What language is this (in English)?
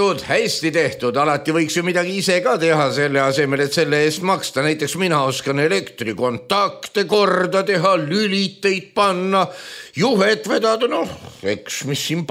Estonian